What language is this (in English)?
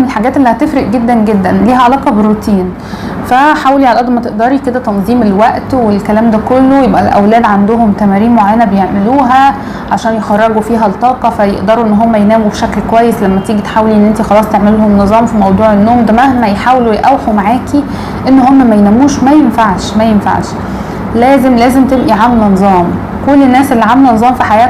Egyptian Arabic